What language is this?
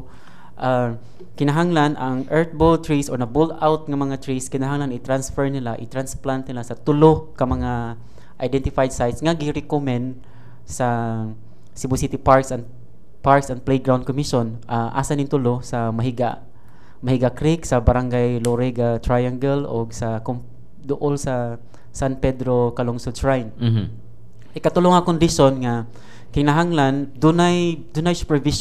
Cebuano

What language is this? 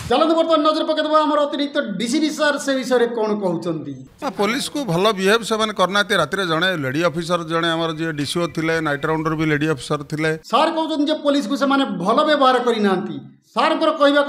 Odia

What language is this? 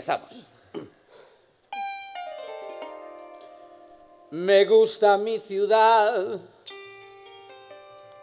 Spanish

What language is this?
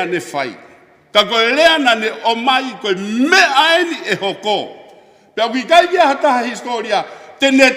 Tongan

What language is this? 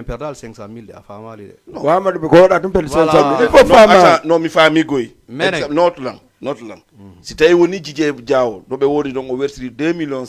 Fula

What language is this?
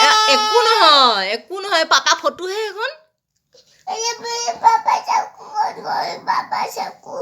Assamese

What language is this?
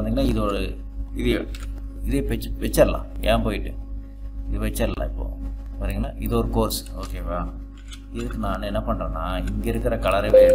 Tamil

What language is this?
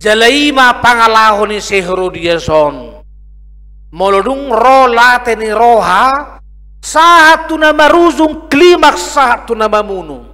Batak Toba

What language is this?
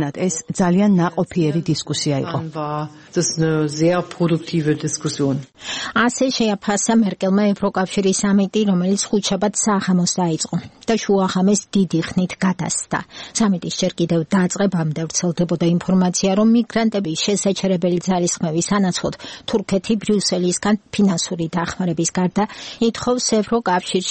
Georgian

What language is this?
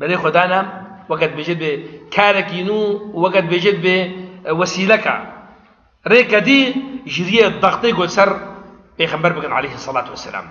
Kurdish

